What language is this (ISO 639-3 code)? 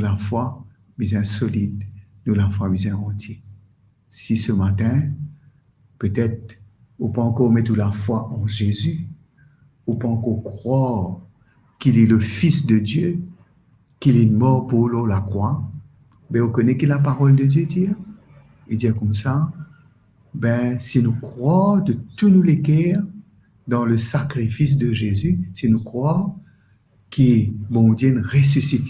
mfe